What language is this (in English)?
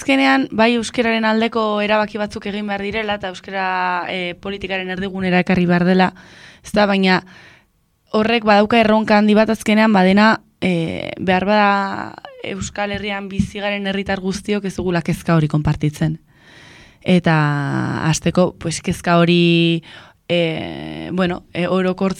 Basque